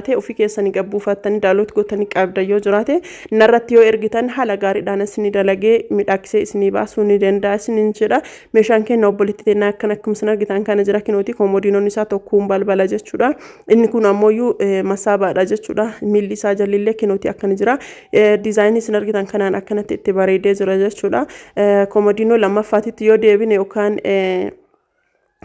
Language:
Oromo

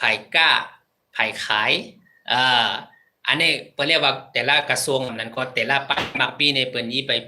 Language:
Shan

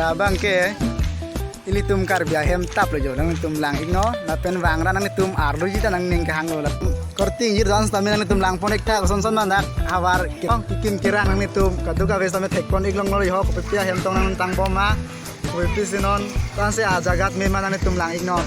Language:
Karbi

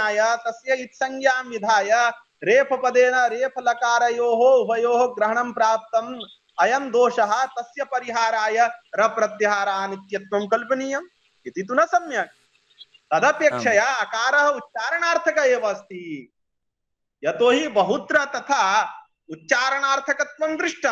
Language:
Sanskrit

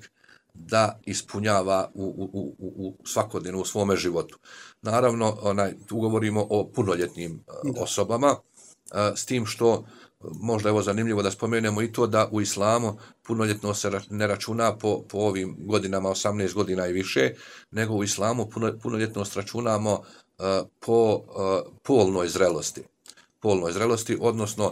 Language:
Bosnian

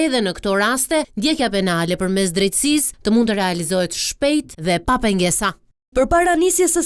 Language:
Albanian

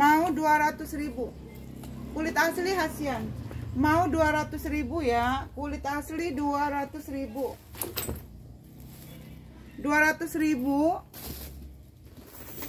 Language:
Indonesian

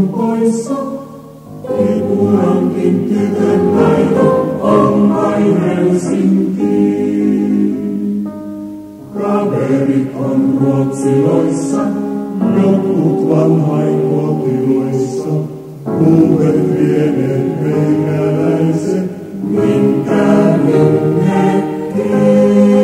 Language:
Finnish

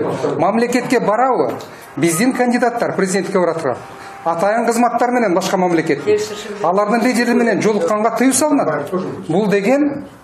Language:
Kyrgyz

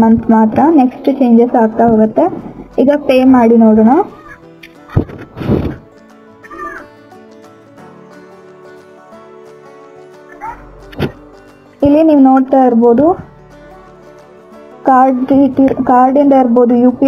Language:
Kannada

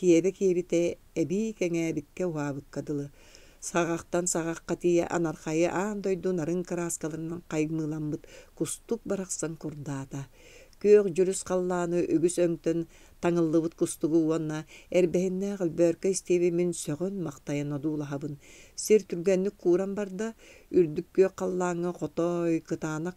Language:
Yakut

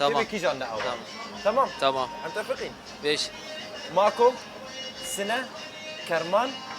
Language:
Kurdish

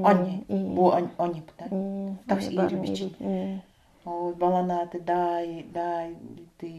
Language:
Nanai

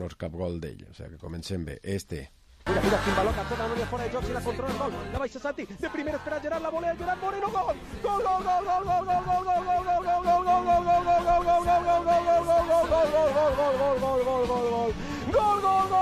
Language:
Catalan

